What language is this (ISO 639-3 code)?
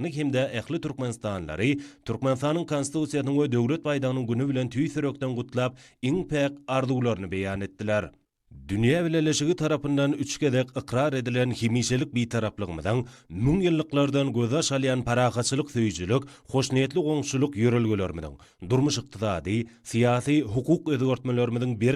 tuk